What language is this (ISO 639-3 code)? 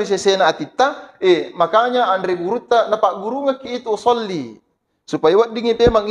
bug